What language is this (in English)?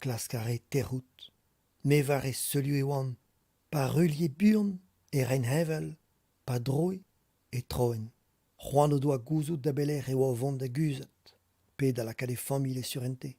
Breton